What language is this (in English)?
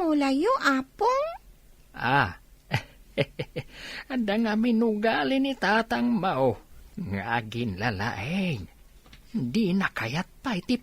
Iloko